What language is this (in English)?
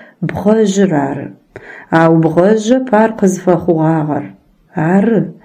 Adyghe